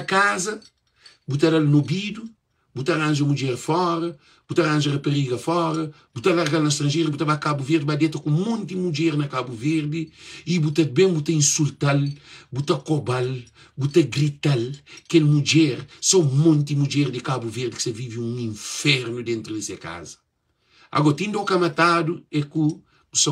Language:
Kabuverdianu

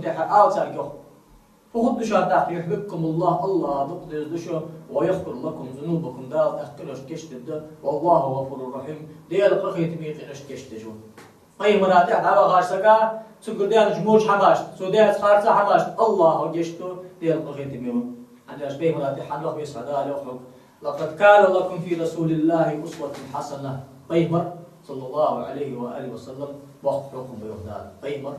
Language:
Ingush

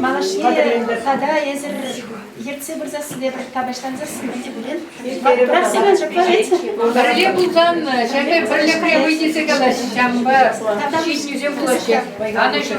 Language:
Chuvash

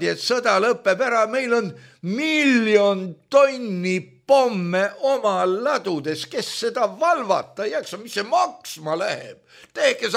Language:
Estonian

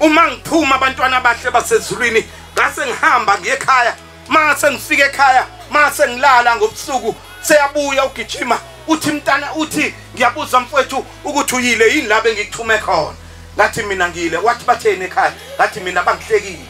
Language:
Zulu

